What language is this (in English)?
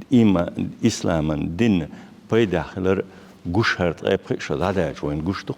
Chechen